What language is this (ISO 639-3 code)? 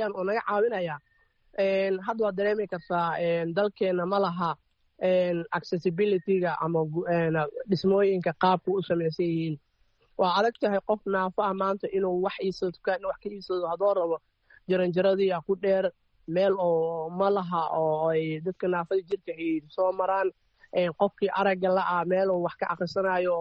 som